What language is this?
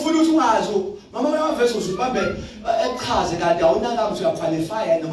Zulu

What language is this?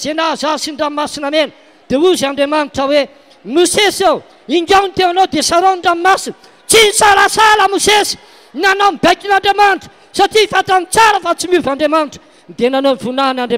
Malagasy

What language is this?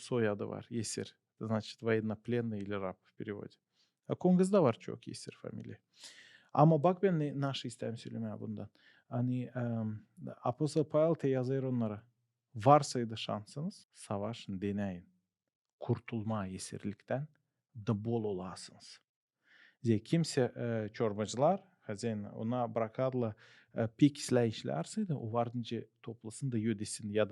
Gagauz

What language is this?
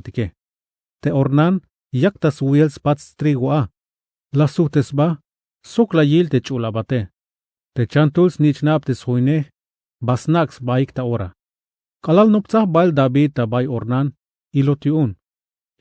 Tzeltal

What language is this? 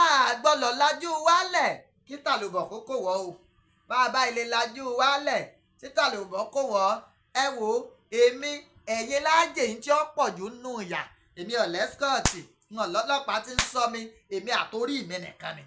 Yoruba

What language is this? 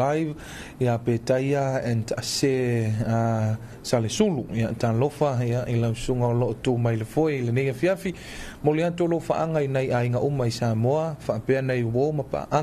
Samoan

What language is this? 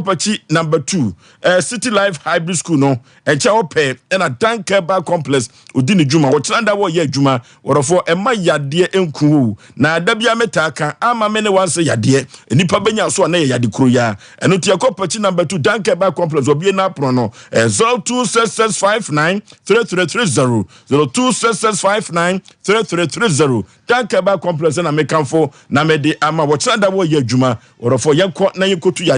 Akan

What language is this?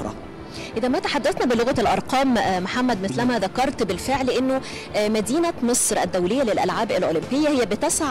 Arabic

